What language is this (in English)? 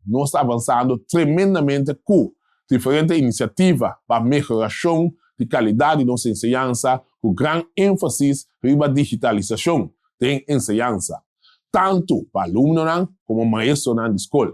Papiamento